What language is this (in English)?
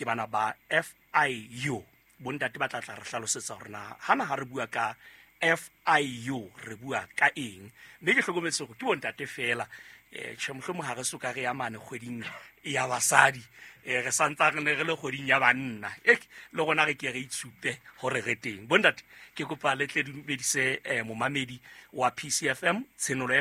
Southern Sotho